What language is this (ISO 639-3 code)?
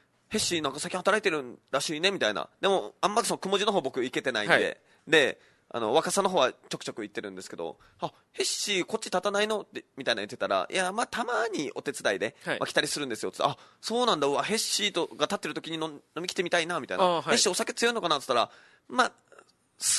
jpn